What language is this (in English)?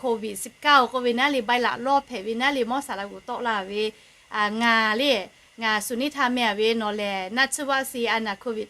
Lahu